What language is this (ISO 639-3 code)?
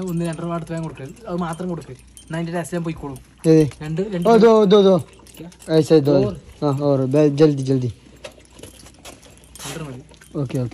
mal